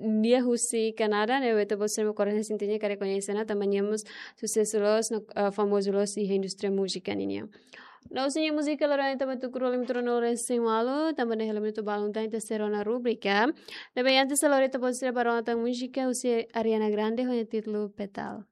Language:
Tetum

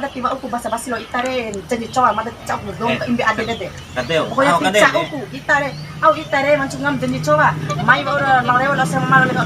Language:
Bima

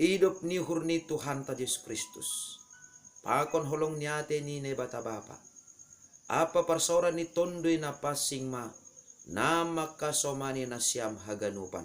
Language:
Batak Simalungun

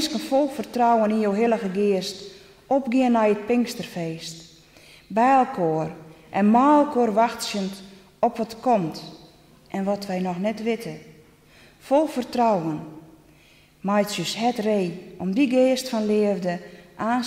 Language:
Western Frisian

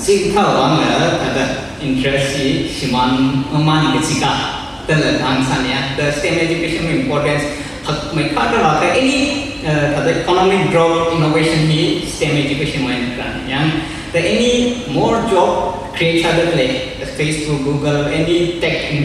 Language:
Tangkhul Naga (India)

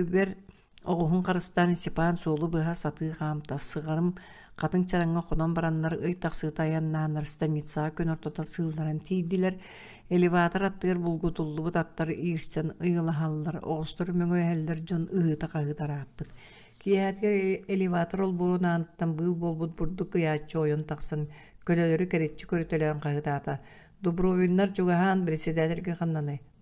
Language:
Yakut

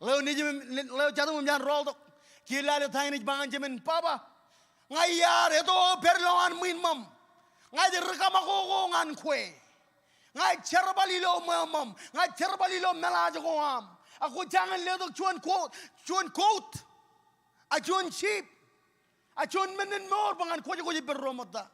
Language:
Marshallese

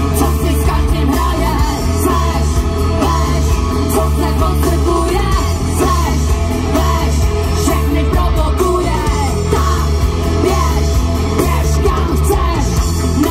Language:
Czech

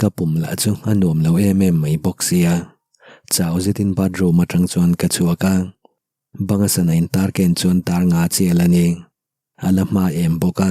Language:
Mizo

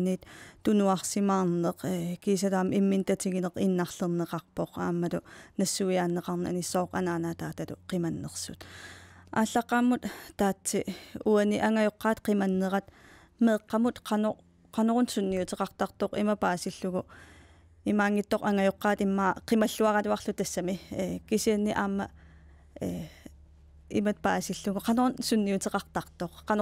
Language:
Kalaallisut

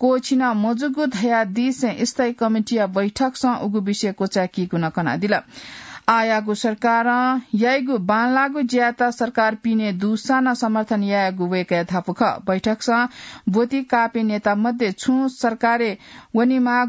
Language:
Newari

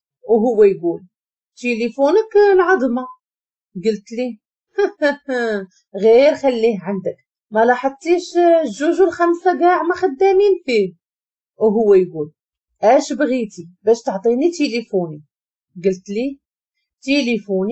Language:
Moroccan Arabic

